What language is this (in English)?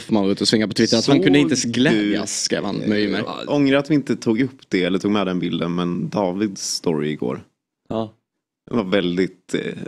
Swedish